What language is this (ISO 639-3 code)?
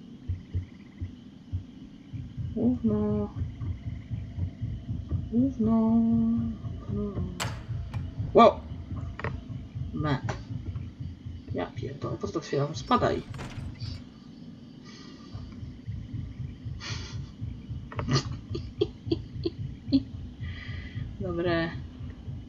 pol